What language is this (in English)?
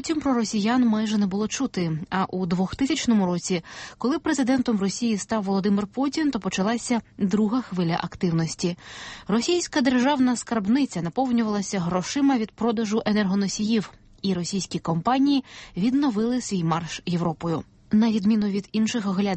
Ukrainian